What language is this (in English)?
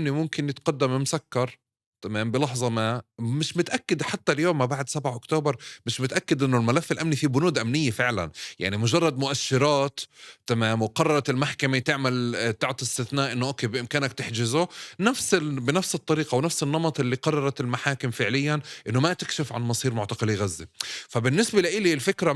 North Levantine Arabic